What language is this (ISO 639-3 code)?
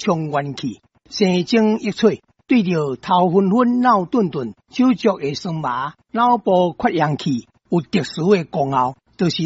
nan